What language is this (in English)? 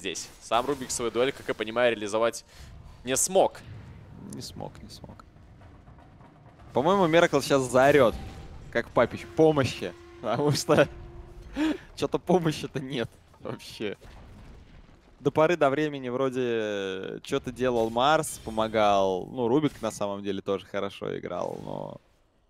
Russian